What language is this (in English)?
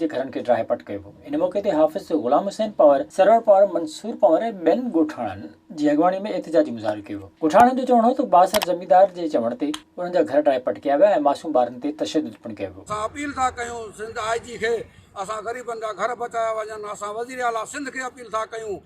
Sindhi